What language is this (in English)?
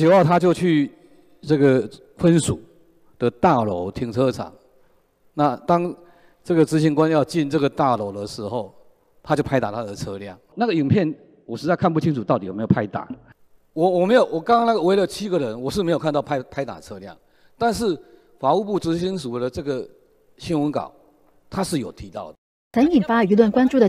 Chinese